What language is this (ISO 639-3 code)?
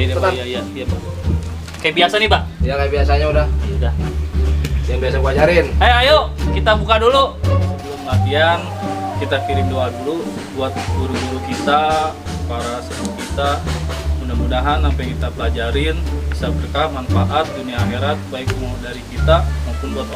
bew